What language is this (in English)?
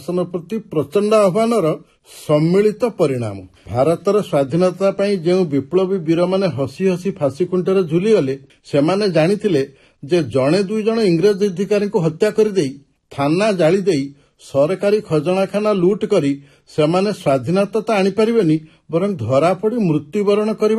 Odia